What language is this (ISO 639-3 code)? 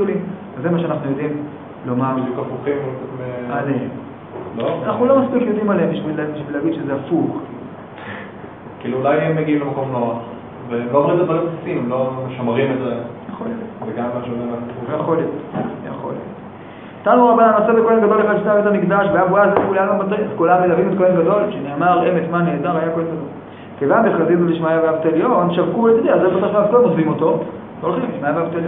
heb